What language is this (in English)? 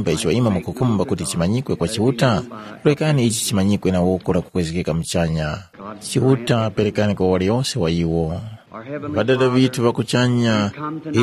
Tumbuka